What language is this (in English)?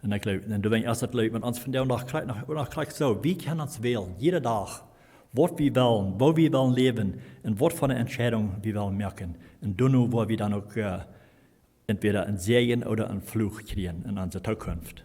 Plautdietsch